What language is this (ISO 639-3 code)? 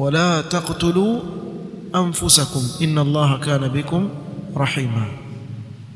swa